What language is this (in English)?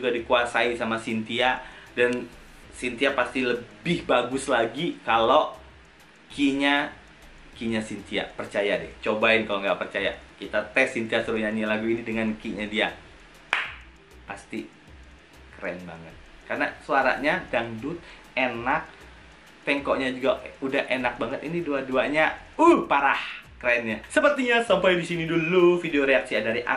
Indonesian